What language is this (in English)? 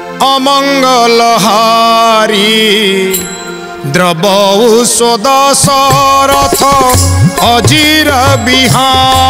Odia